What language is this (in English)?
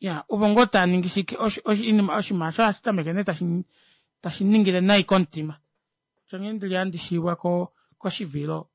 Kuanyama